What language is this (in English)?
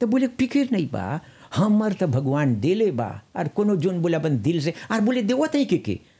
Bhojpuri